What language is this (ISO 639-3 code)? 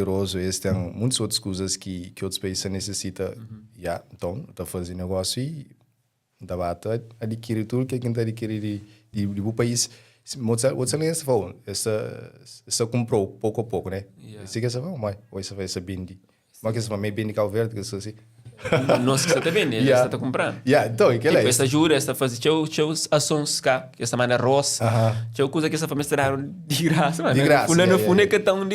kea